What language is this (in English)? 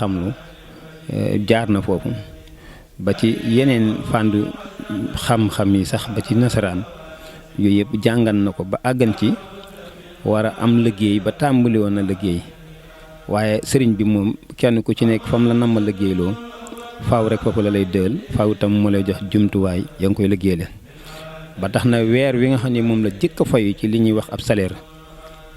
Wolof